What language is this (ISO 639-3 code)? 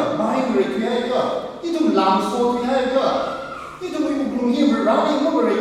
nmf